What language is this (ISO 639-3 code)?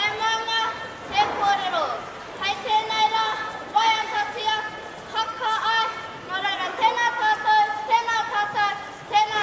mri